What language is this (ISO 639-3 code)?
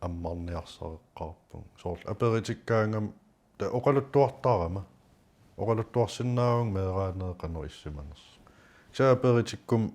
kal